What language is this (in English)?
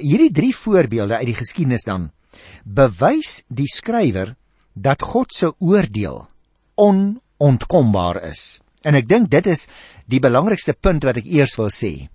Afrikaans